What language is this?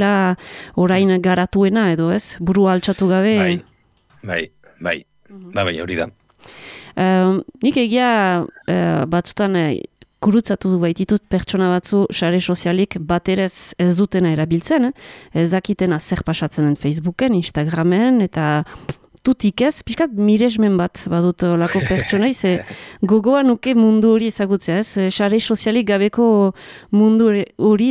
Basque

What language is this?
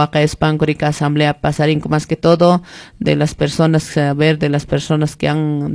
Quechua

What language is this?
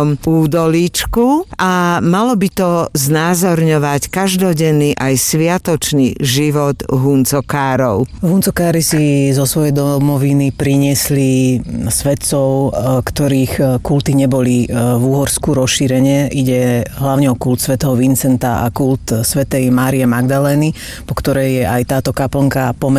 Slovak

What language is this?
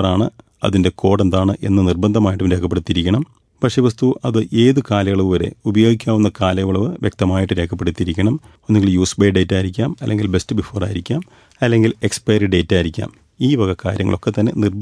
Malayalam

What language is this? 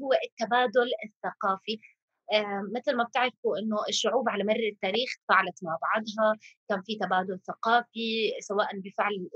North Levantine Arabic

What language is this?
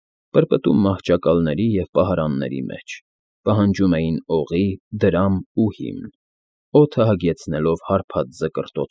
Armenian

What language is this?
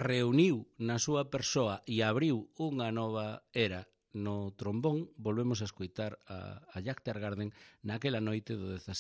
Galician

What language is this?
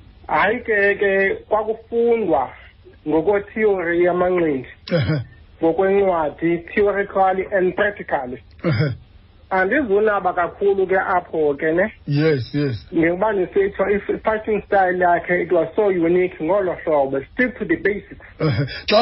Xhosa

